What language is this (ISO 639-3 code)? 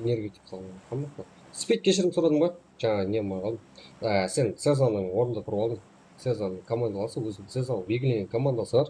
kaa